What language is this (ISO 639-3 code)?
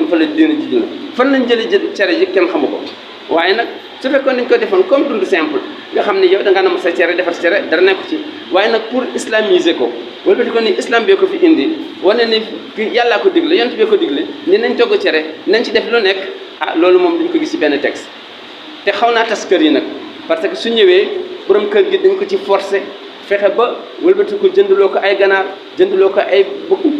wol